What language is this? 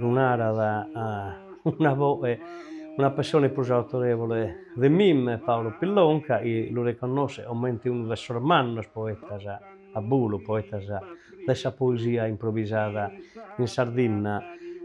Sardinian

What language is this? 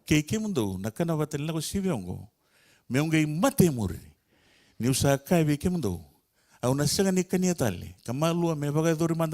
Fijian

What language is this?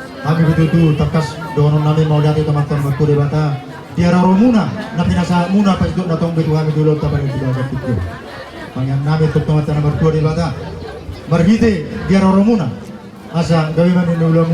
Batak Toba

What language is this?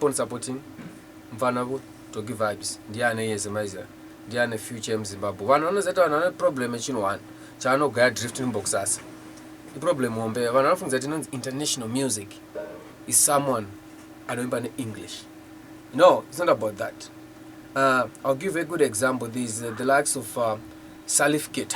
Shona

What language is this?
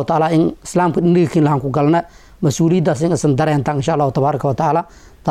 Somali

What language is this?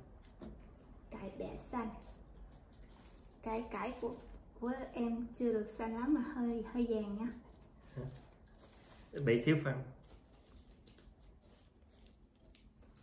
Vietnamese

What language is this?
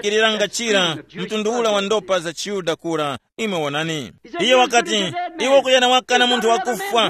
Tumbuka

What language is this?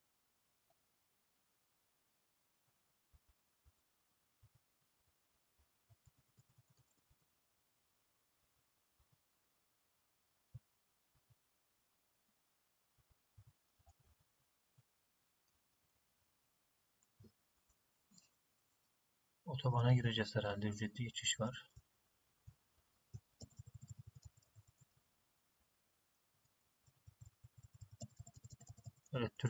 Turkish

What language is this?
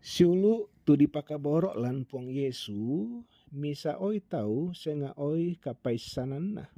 Toraja-Sa'dan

